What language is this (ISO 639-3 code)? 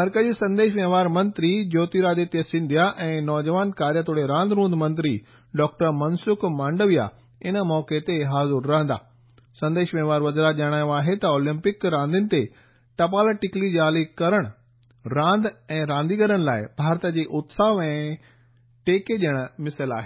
snd